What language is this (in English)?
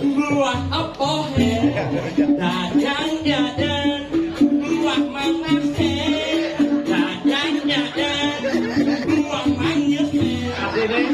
Balinese